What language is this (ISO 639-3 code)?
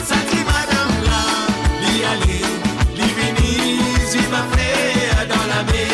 mfe